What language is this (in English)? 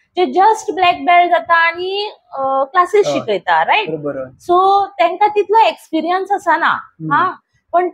Konkani